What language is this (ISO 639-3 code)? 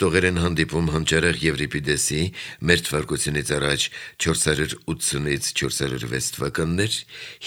hye